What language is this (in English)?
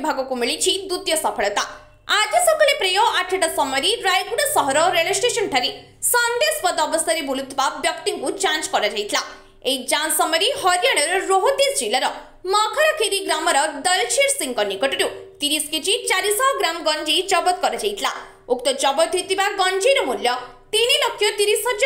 Odia